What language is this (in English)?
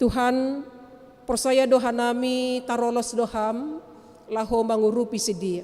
Batak Simalungun